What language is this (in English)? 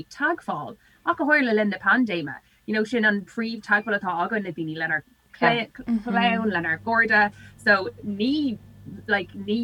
Irish